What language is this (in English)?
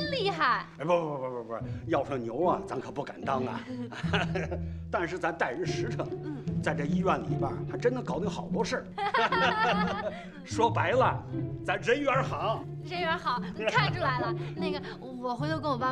Chinese